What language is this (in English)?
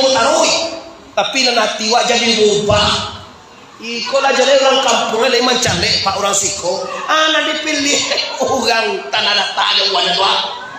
Minangkabau